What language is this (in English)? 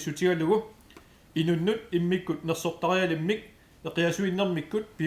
Kalaallisut